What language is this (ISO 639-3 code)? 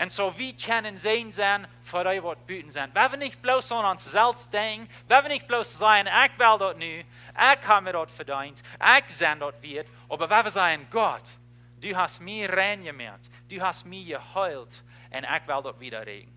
pdt